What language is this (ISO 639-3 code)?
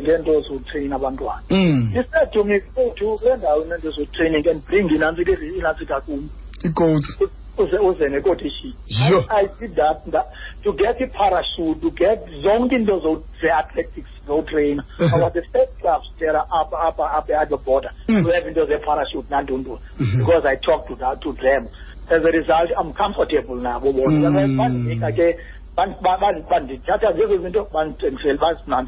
xho